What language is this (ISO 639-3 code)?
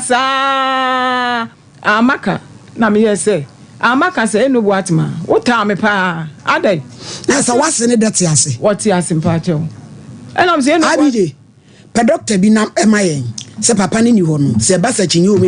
aka